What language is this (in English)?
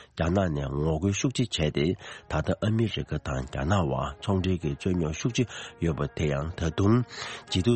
Tibetan